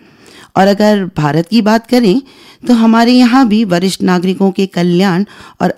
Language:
Hindi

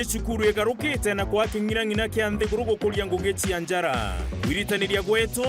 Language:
Meru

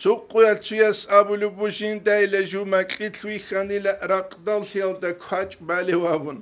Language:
Avaric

